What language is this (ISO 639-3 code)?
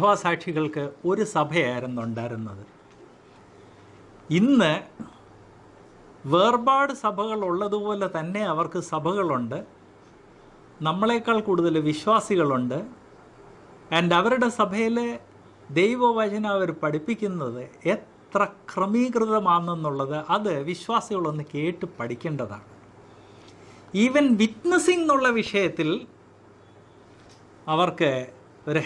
mal